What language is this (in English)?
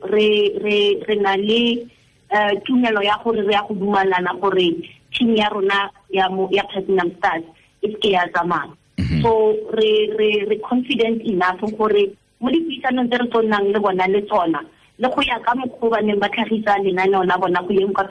Tswana